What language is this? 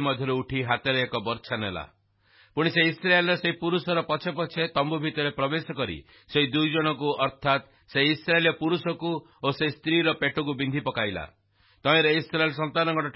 Odia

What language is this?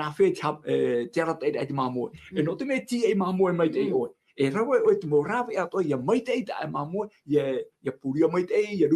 Tahitian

